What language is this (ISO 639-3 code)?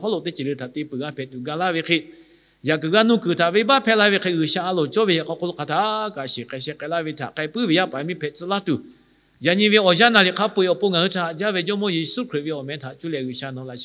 lhu